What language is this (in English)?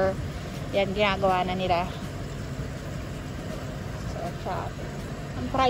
Filipino